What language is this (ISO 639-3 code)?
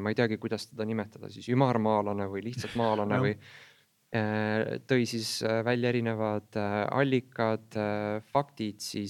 est